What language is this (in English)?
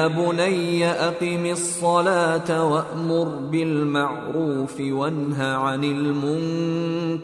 Urdu